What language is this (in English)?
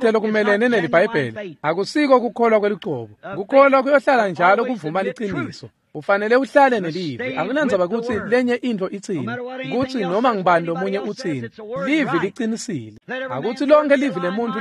Swati